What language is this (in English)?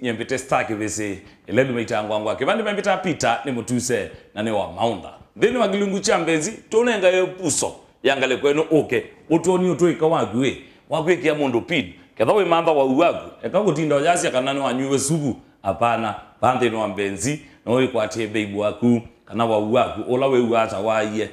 Kamba